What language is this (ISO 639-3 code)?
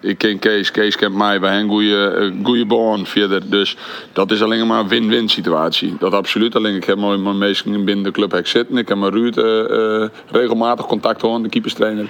fry